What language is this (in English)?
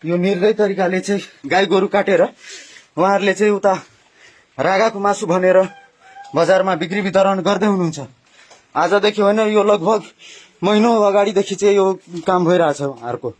Nepali